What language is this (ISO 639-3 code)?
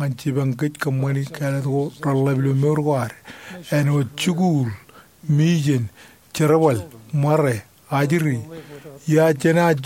mah